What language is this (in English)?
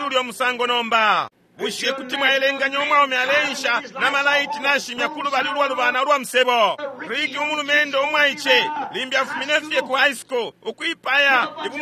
Bemba